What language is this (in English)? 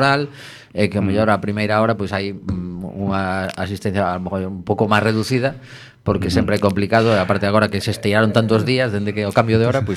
Galician